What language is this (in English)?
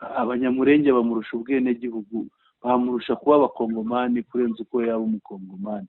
Kinyarwanda